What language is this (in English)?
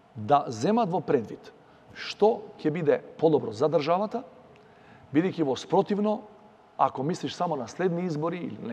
Macedonian